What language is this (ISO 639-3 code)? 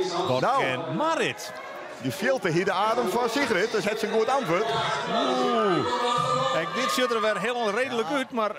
fry